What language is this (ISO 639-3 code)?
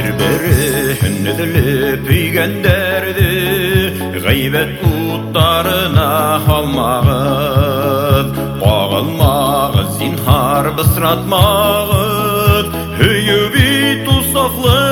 bak